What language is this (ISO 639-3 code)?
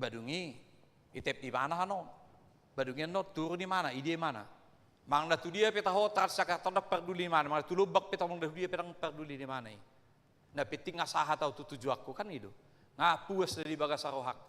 bbc